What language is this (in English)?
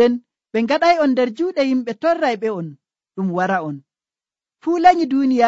Nigerian Fulfulde